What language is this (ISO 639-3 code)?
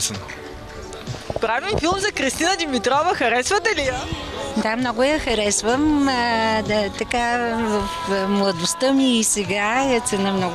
bul